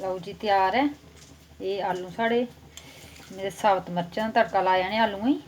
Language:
Dogri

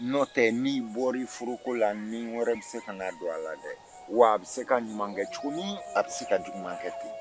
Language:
Bambara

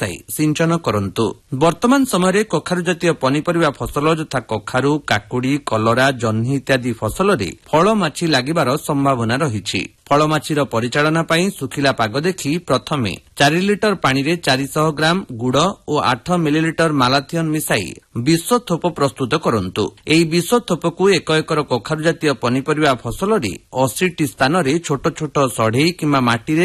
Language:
Odia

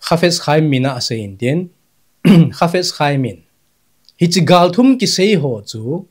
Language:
Thado Chin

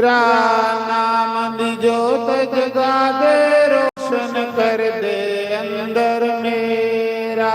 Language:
Dogri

